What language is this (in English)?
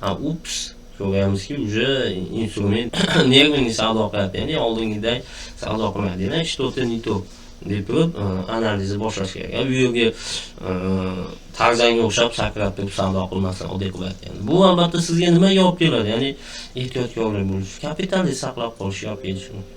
Uzbek